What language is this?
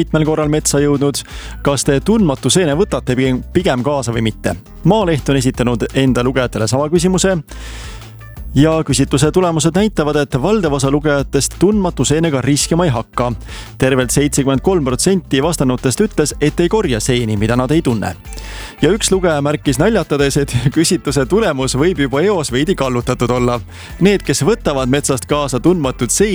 Estonian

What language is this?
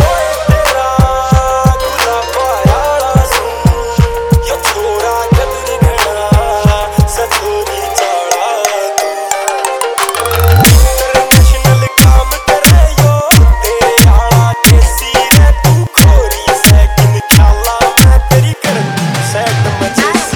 Haryanvi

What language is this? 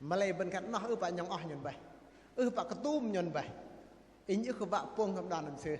Bahnar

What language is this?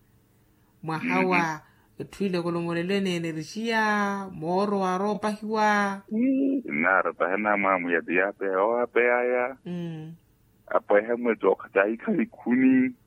Makhuwa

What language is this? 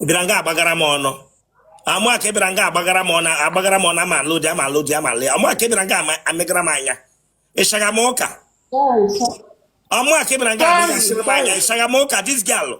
Igbo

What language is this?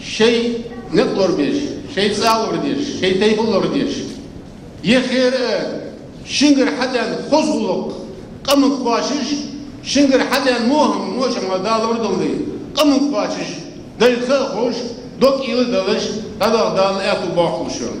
Ingush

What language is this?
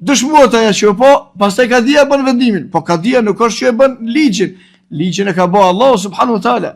Albanian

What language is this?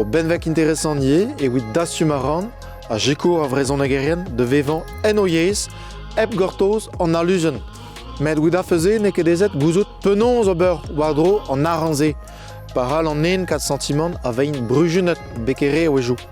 Breton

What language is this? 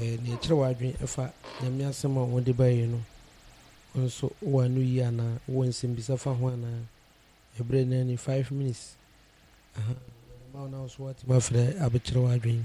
Akan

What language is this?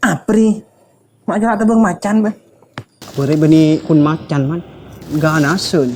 Madurese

